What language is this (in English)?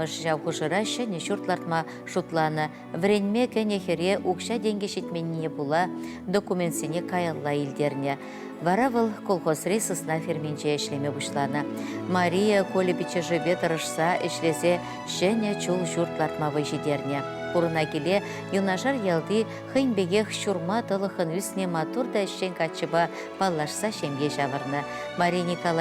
Chuvash